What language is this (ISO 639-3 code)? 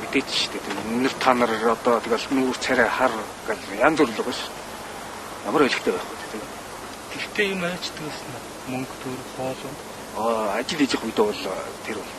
mon